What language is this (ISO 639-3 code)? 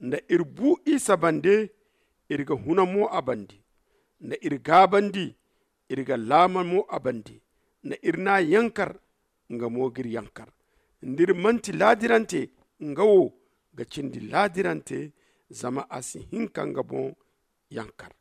dje